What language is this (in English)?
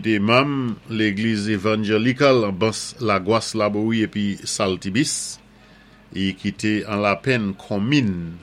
Saint Lucian Creole French